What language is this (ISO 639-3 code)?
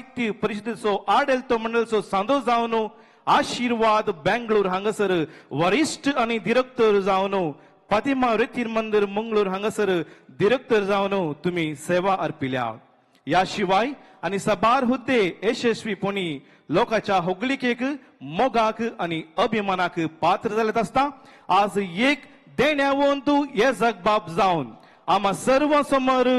kok